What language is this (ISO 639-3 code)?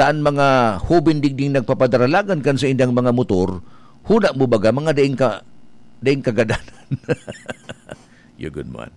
bik